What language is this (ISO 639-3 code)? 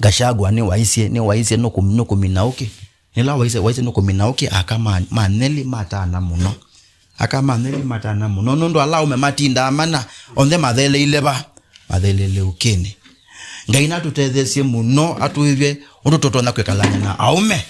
kam